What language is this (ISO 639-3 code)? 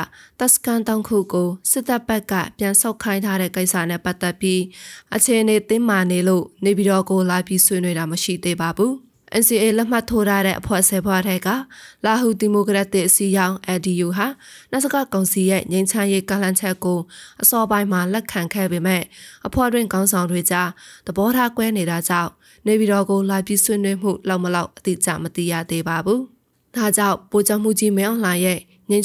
mya